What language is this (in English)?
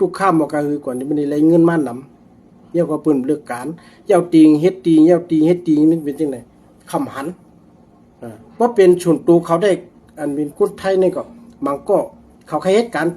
Shan